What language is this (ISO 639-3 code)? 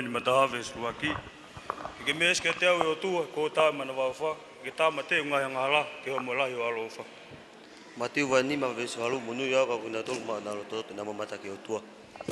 ton